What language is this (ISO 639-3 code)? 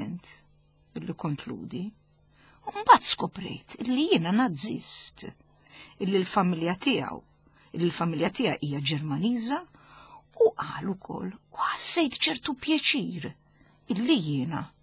mlt